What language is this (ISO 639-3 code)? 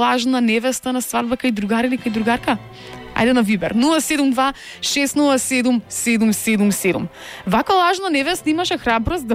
mkd